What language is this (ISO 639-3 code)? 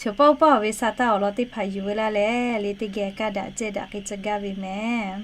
lhu